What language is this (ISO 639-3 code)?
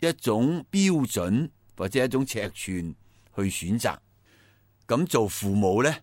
yue